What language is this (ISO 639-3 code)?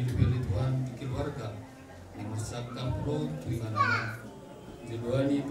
bbc